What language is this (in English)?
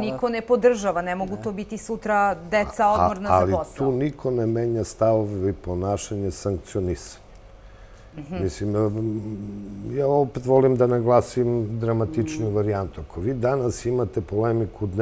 Serbian